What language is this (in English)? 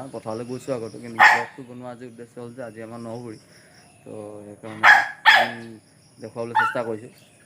Assamese